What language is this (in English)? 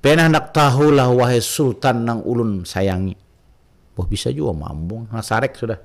Banjar